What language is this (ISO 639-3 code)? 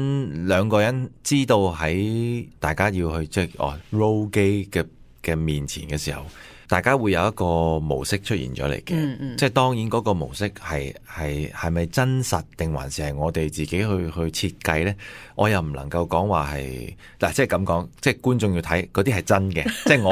yue